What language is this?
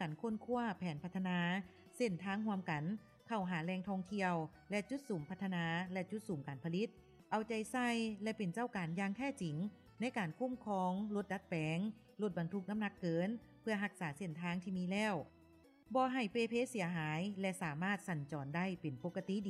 Lao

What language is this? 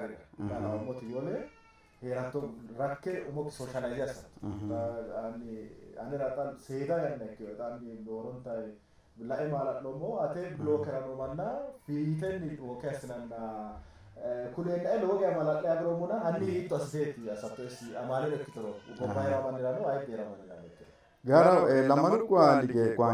Sidamo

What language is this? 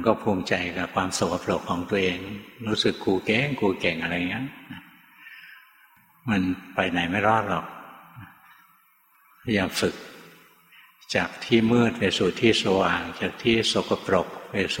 Thai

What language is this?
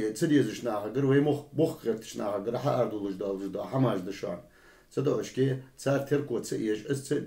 Ingush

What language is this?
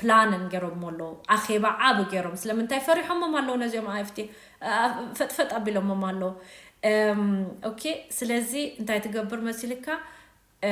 Tigrinya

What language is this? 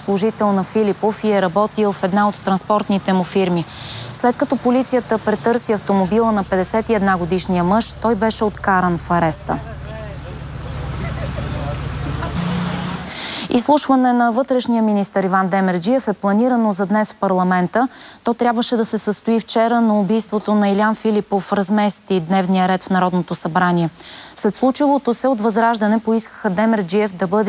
Bulgarian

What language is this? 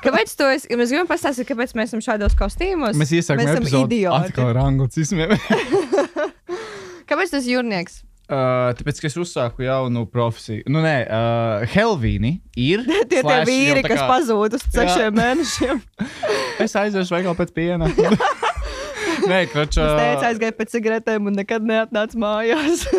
Latvian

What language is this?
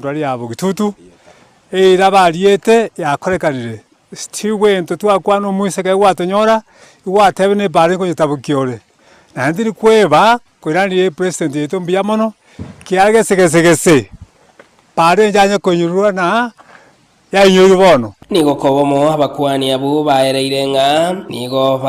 Gusii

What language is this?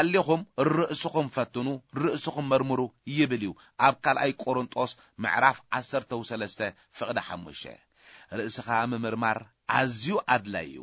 Tigrinya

